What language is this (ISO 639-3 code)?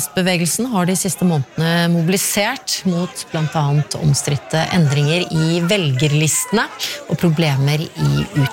nor